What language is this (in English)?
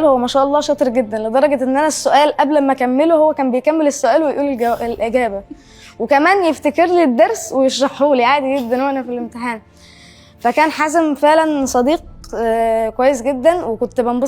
Egyptian Arabic